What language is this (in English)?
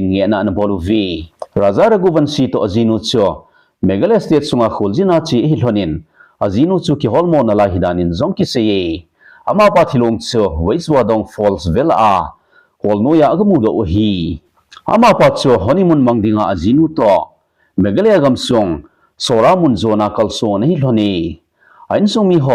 Thado Chin